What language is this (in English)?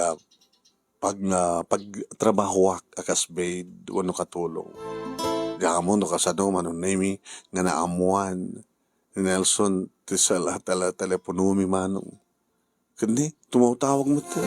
Iloko